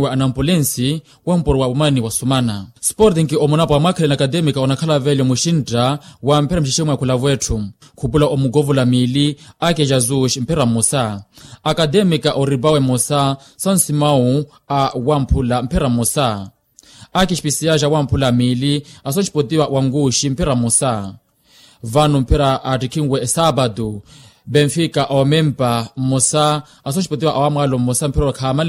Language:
Makhuwa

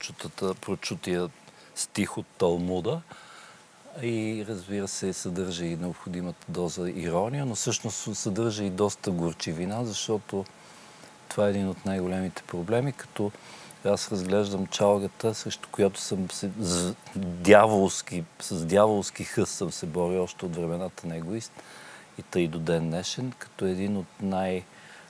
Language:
Bulgarian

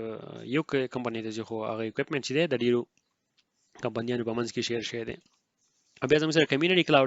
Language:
Pashto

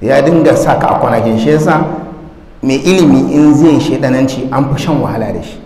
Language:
Hausa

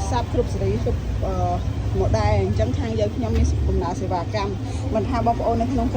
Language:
Khmer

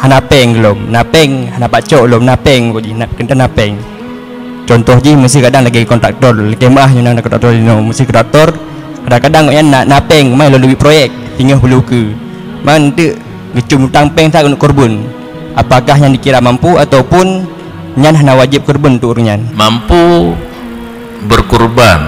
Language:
Achinese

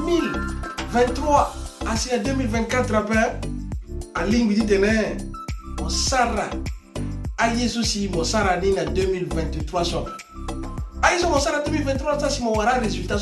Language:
Sango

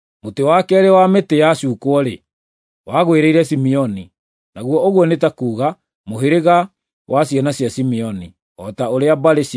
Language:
Kikuyu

